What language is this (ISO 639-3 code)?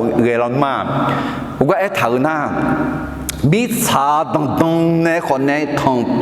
ahk